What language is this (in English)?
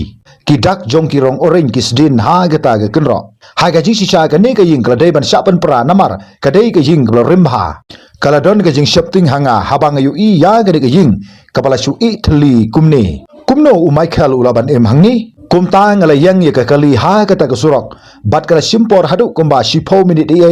Khasi